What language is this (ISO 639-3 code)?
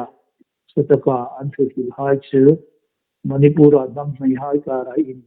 hmr